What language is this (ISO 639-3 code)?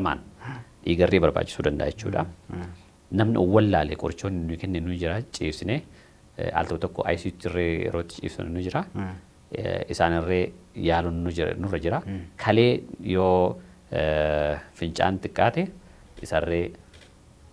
orm